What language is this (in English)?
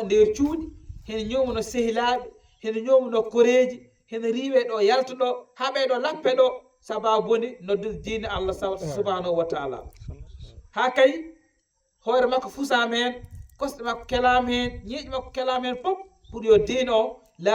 Fula